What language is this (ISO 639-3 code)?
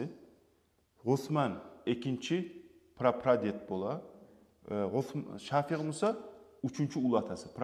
kum